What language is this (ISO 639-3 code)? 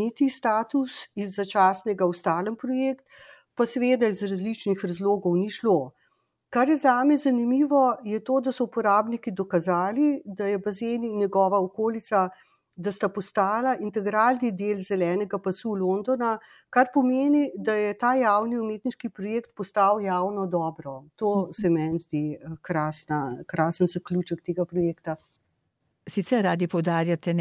slv